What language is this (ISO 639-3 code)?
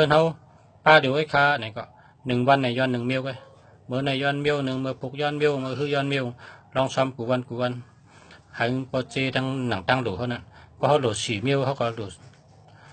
shn